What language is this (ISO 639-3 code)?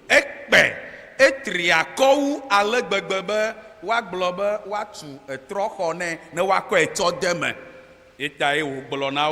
ewe